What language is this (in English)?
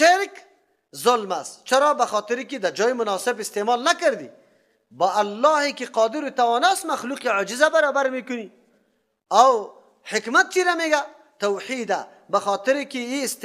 Persian